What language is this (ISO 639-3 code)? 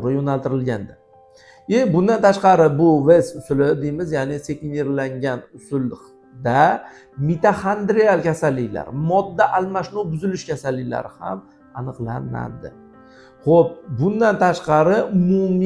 uzb